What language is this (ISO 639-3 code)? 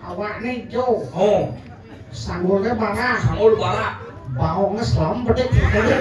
ban